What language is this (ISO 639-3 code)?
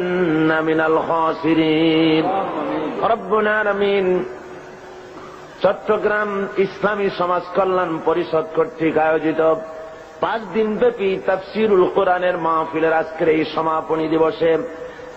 ben